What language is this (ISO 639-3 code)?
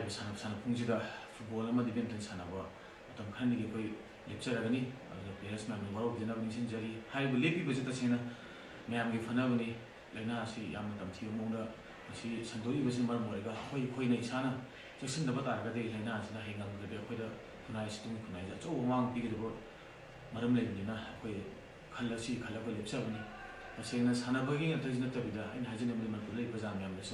mni